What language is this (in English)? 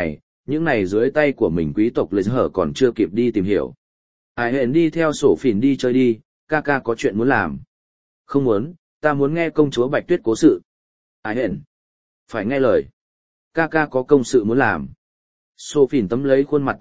Vietnamese